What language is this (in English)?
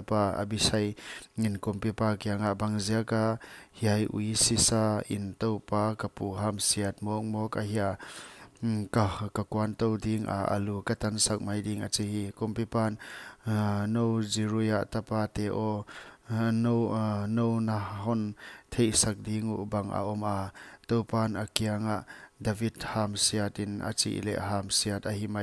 Paite Chin